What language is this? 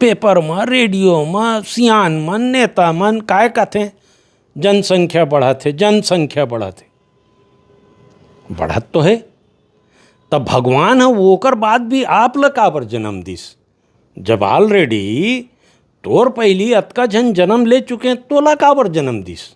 Chhattisgarhi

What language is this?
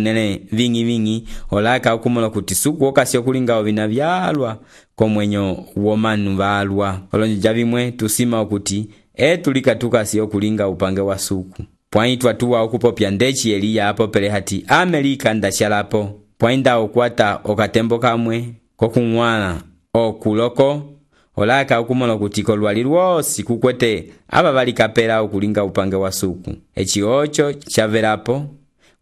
Umbundu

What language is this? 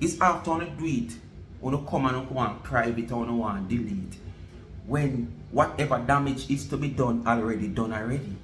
Jamaican Creole English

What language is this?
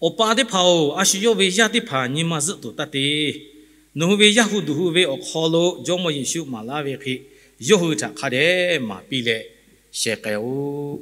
Lahu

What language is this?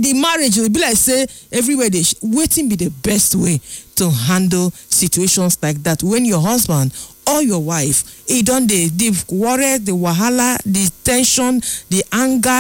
Nigerian Pidgin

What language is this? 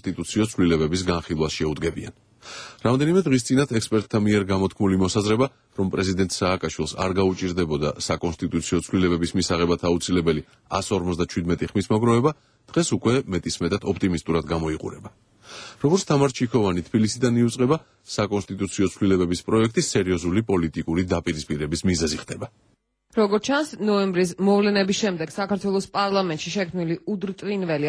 Georgian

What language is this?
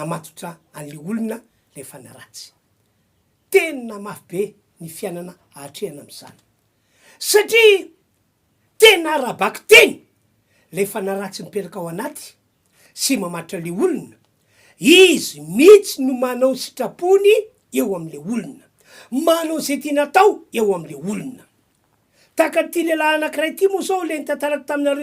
Malagasy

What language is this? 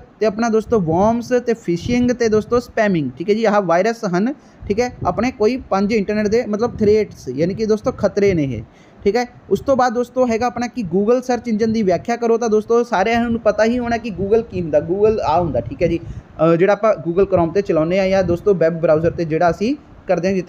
Punjabi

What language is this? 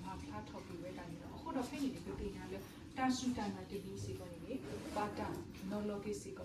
S'gaw Karen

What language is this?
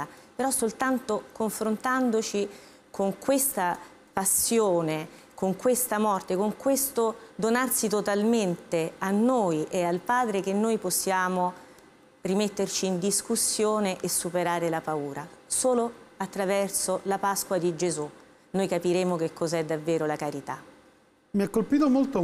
Italian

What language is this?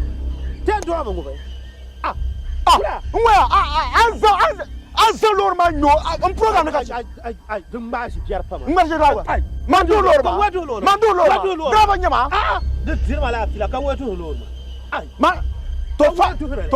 Dagbani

